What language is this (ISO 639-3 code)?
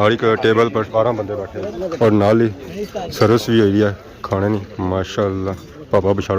phr